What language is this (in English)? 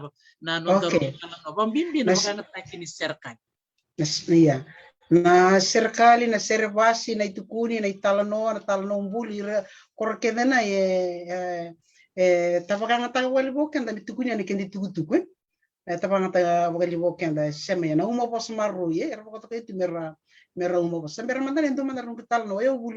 Fijian